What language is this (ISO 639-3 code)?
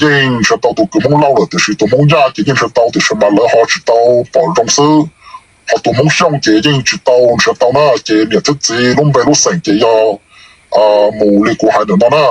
hmn